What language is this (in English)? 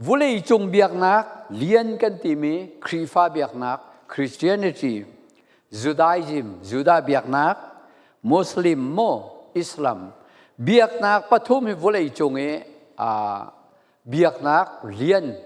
Falam Chin